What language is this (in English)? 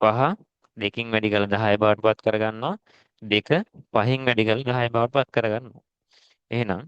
Sinhala